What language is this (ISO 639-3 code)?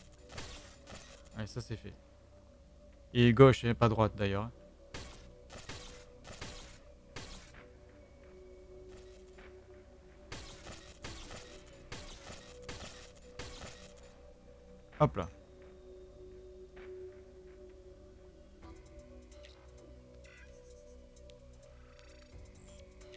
fra